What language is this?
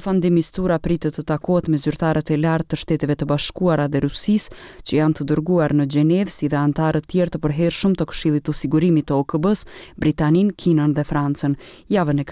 Albanian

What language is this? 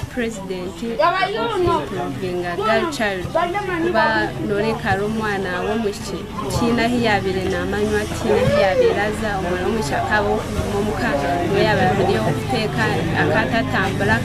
Nyankole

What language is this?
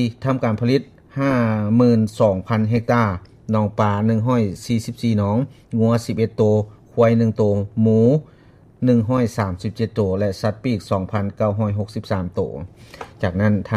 Lao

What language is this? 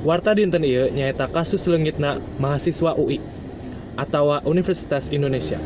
Sundanese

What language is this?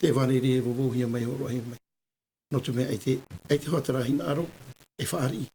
Tahitian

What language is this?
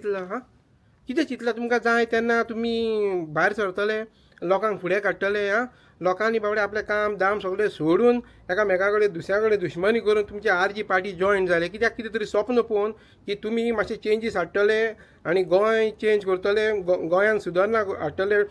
Konkani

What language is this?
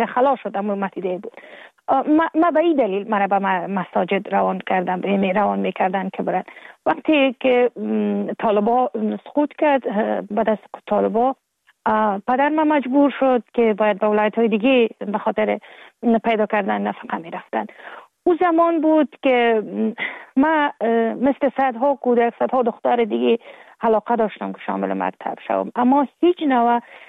Persian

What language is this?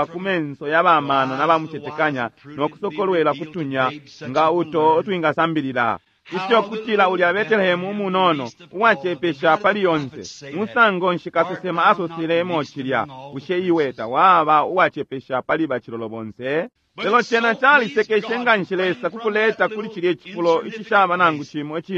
Bemba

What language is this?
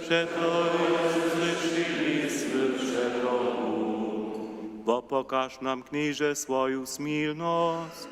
Upper Sorbian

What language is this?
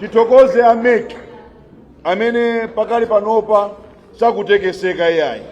Nyanja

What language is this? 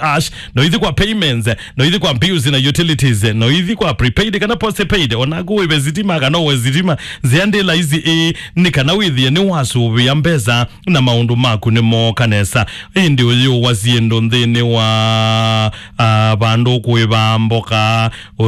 Kamba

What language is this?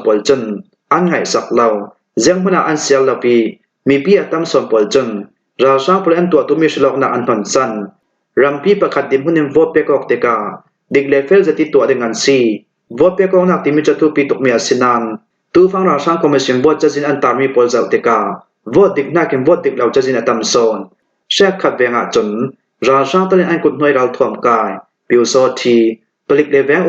Falam Chin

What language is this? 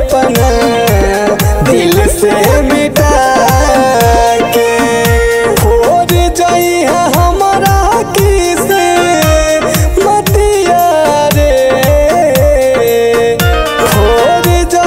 Bhojpuri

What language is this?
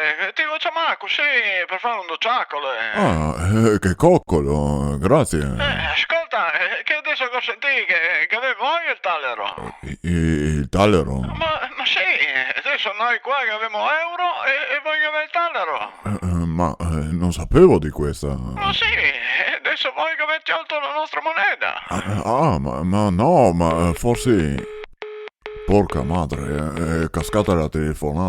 Venetian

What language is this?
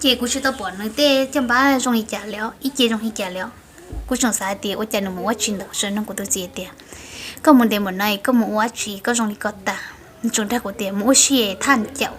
Hmong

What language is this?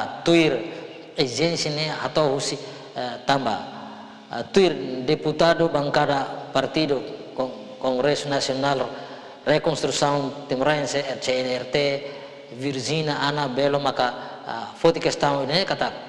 Tetum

